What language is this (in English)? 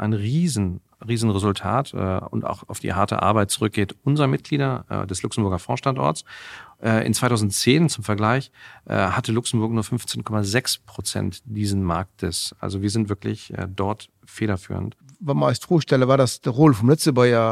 Luxembourgish